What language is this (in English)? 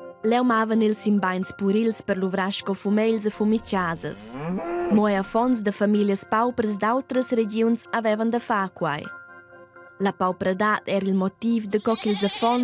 Romansh